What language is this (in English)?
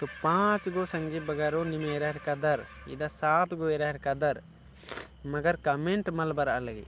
Kurukh